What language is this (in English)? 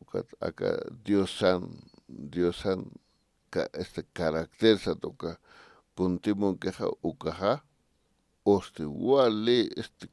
Aymara